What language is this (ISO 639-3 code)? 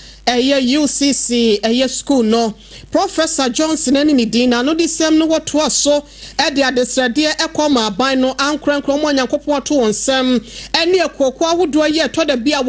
aka